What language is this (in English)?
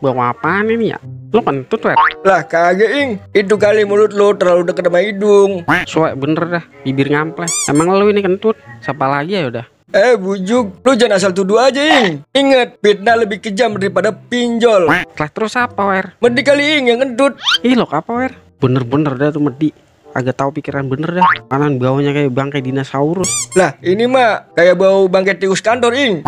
Betawi